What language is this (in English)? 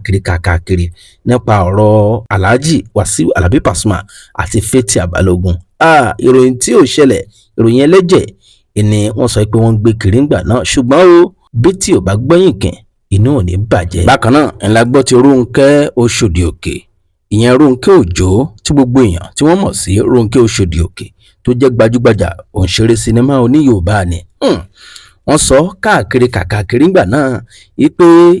Yoruba